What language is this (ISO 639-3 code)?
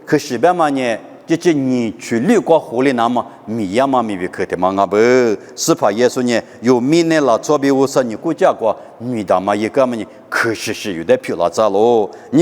lis